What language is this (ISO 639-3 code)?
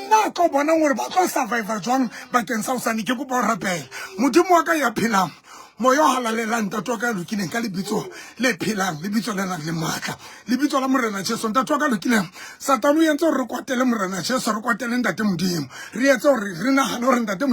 sot